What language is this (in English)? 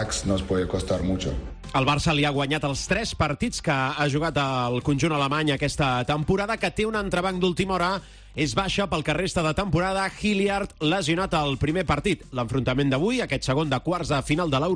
Catalan